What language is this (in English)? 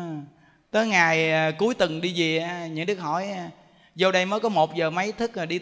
Vietnamese